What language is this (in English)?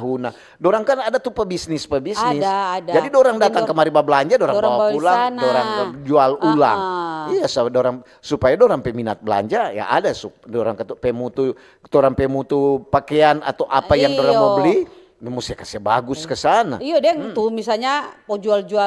Manado Malay